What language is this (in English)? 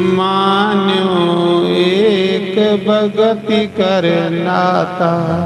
Dogri